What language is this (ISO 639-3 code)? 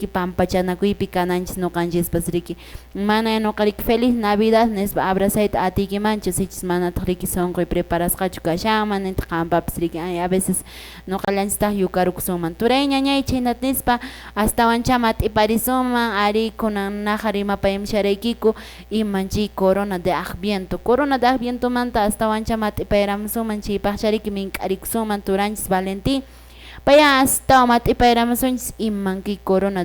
que